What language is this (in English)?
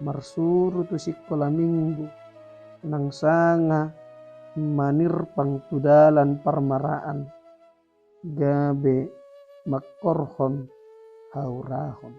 Batak Toba